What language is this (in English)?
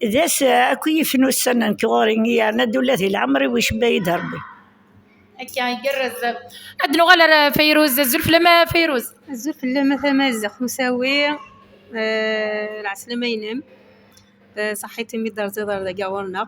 Kabyle